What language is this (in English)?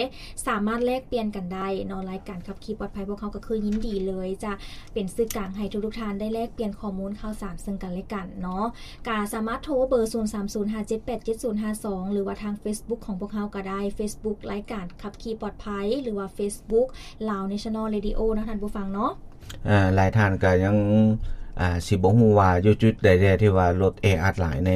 Lao